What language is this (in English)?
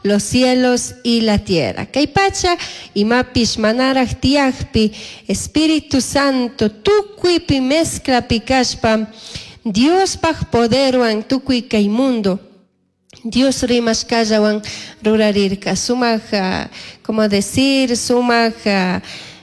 Chimborazo Highland Quichua